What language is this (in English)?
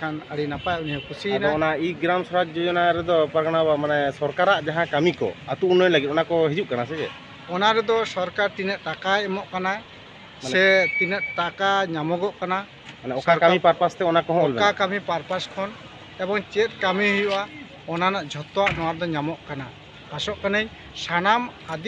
Santali